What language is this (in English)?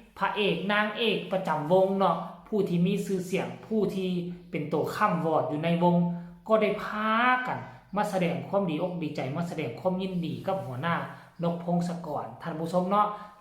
Lao